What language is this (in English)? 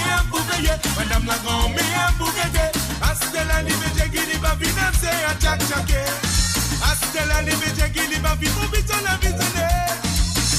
Morisyen